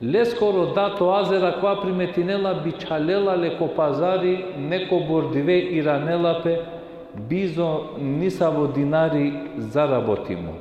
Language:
Balkan Romani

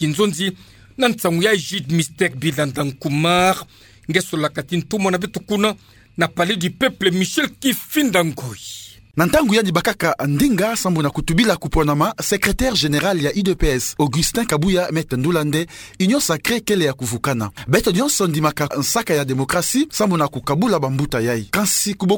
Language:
Kituba (Democratic Republic of Congo)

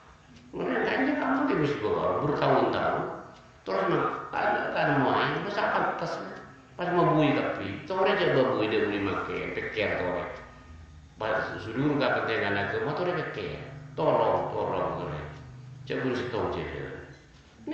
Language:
Madurese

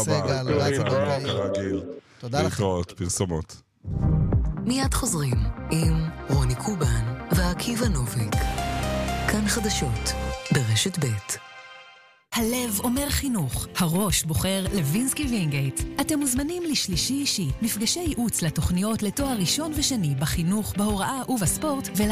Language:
Hebrew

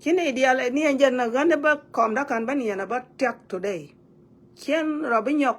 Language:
Nuer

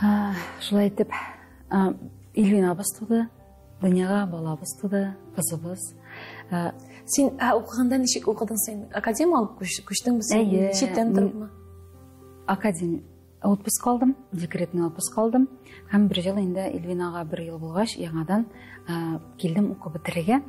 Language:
Tatar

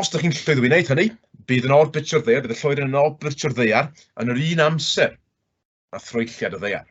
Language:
Welsh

